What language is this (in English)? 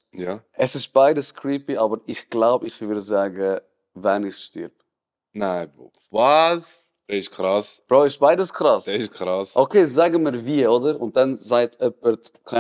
Swiss German